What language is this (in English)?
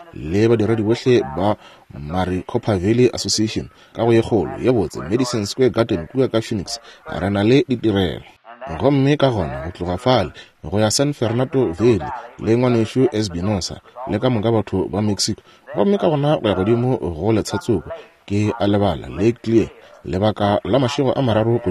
Northern Sotho